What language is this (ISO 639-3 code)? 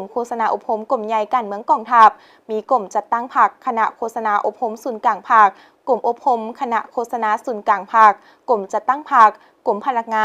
lao